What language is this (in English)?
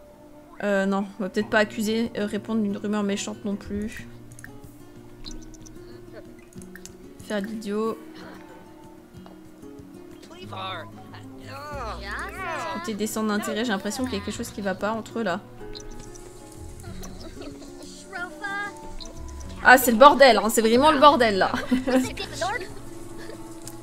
French